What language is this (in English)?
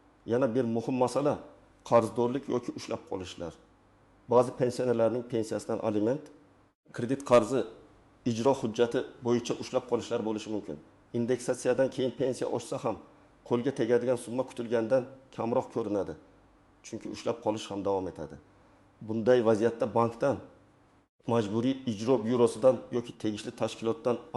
Uzbek